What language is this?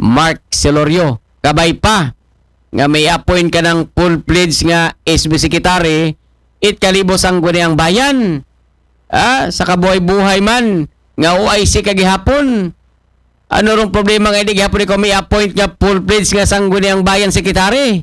Aklanon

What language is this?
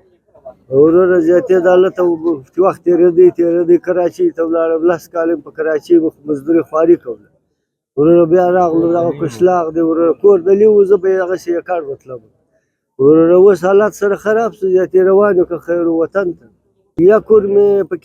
Pashto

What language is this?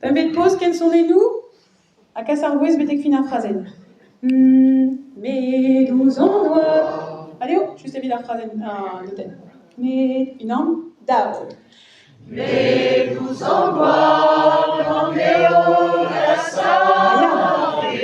Breton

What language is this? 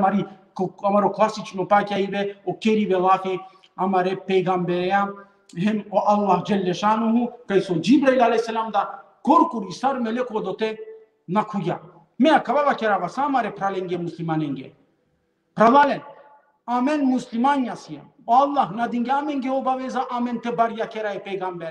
Balkan Romani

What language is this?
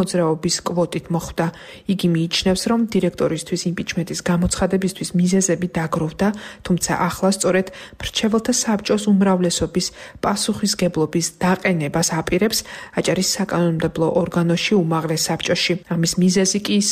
Georgian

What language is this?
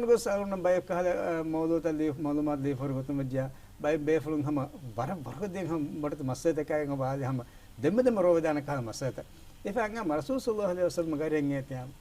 Divehi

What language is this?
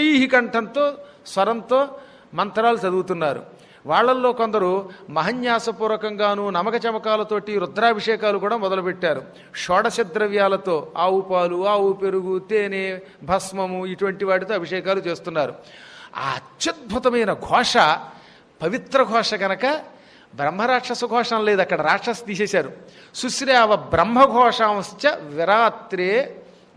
Telugu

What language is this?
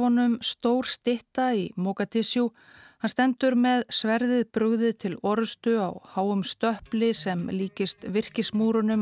Icelandic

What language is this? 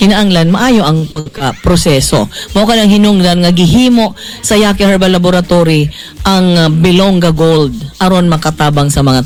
Cebuano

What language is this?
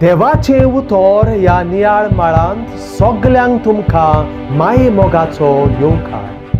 Konkani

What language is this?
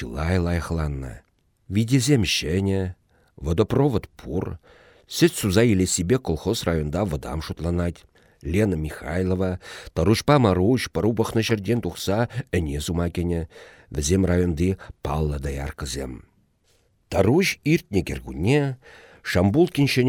Chuvash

